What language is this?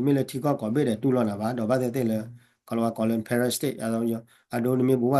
S'gaw Karen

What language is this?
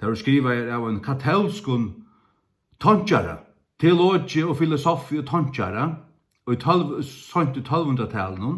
Faroese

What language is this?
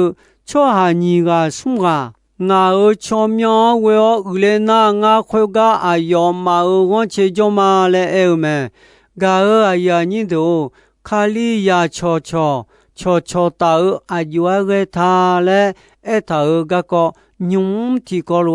Akha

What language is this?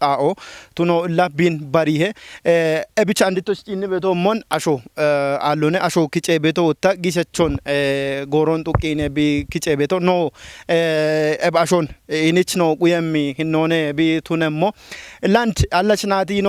Kafa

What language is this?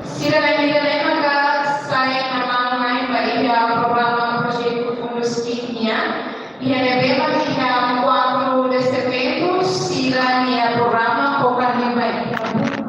Tetum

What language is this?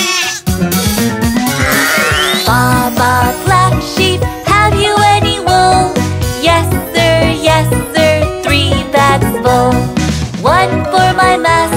English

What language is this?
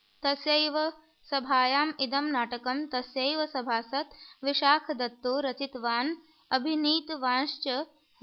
Sanskrit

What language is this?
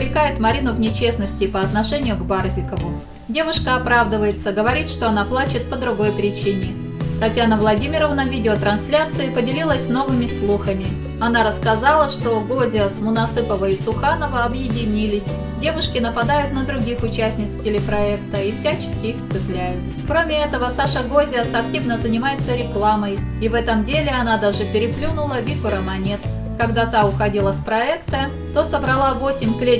Russian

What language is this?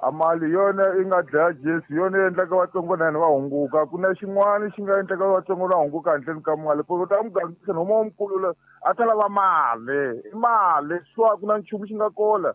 Tsonga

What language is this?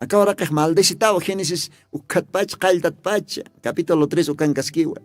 Aymara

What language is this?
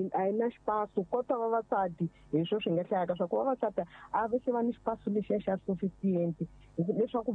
Tsonga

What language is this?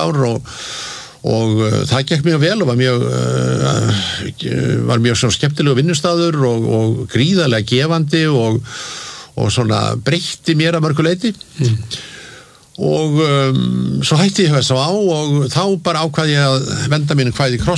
Icelandic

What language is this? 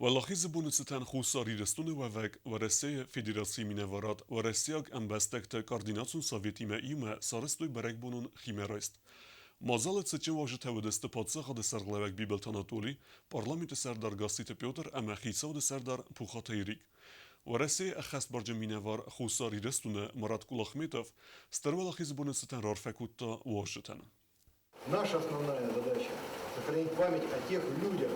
Ossetic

